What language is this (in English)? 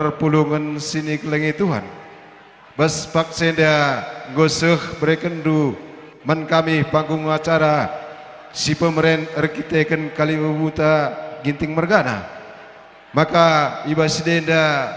Batak Karo